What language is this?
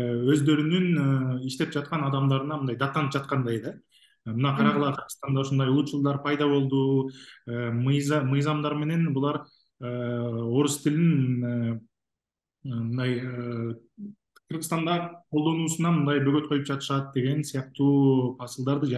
Kyrgyz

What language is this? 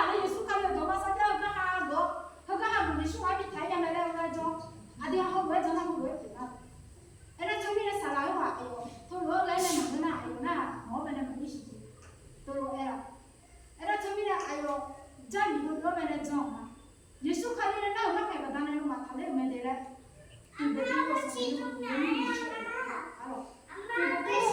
Akha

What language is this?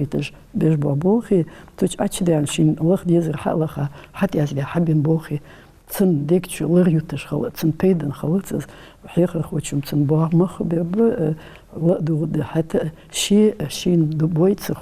Ingush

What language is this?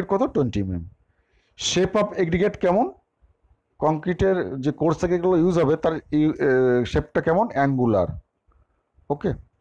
Bangla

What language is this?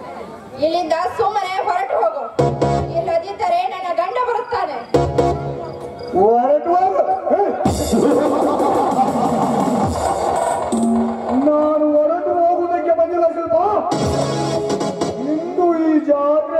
Kannada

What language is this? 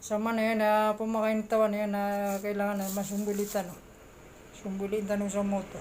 Maranao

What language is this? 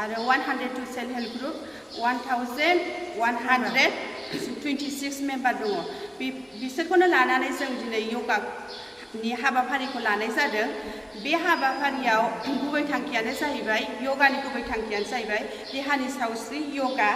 Bodo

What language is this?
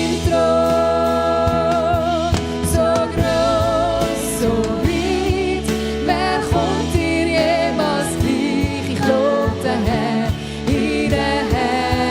Swiss German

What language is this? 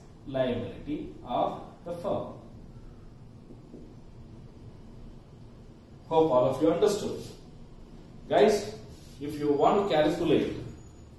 English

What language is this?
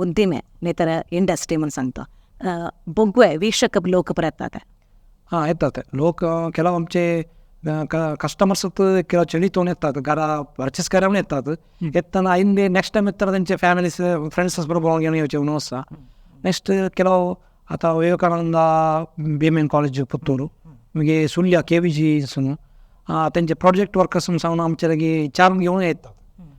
Konkani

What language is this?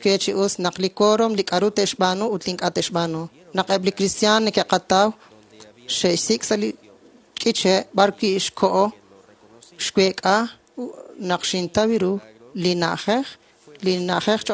Kekchí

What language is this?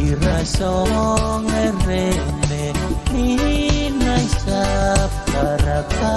Pohnpeian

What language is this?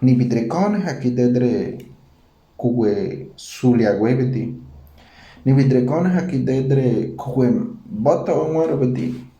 Ngäbere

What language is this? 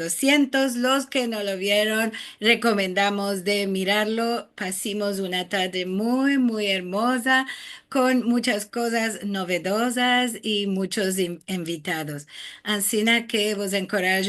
Ladino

